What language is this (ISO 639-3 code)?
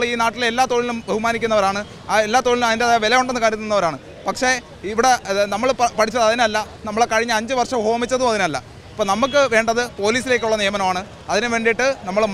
mal